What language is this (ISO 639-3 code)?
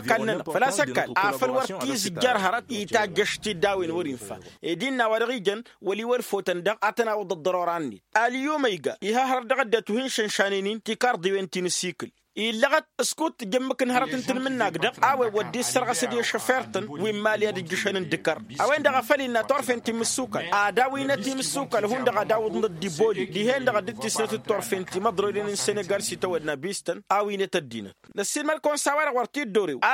taq